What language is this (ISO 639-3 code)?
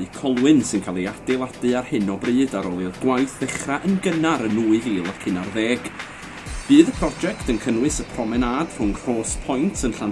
cym